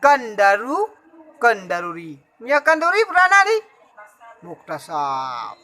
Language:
Achinese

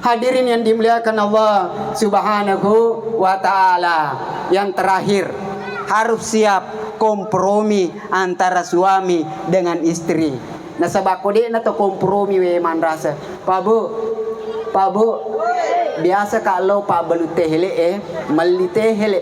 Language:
Buginese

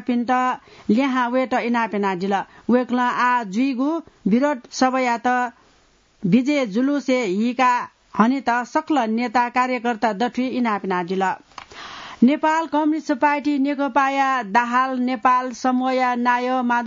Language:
Newari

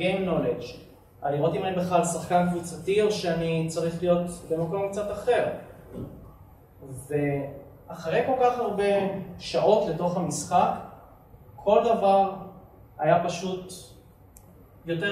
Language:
Hebrew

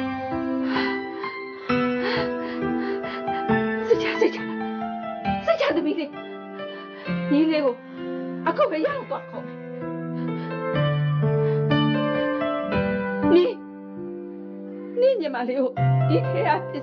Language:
Burmese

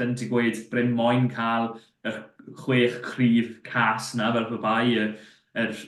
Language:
Welsh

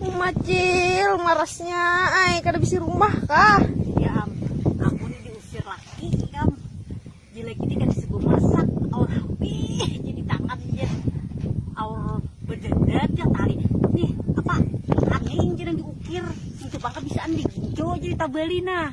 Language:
Banjar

